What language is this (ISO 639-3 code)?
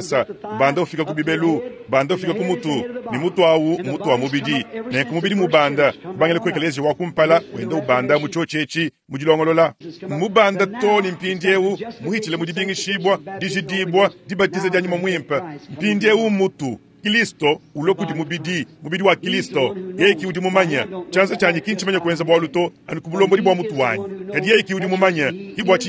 lua